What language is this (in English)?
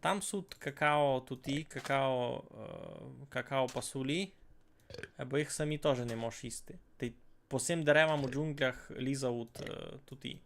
Rusyn